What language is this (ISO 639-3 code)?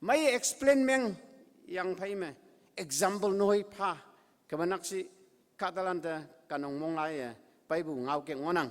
nbe